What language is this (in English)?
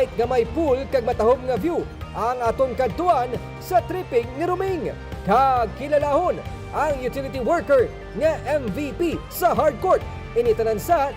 Hiligaynon